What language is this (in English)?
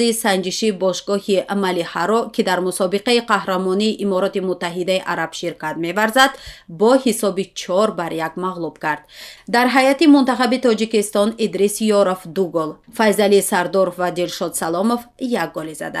Tajik